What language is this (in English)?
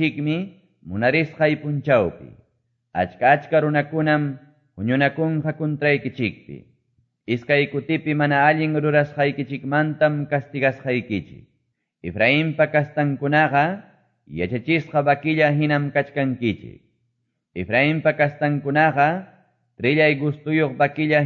Quechua